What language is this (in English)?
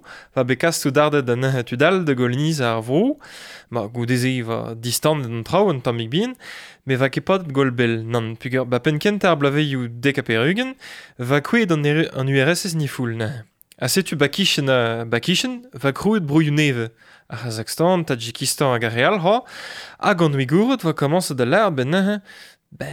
Breton